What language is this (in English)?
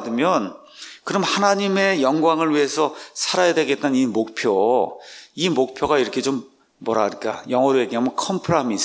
Korean